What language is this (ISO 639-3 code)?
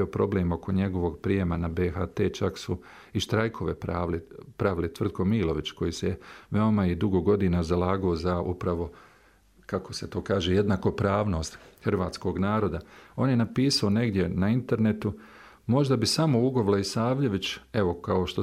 bos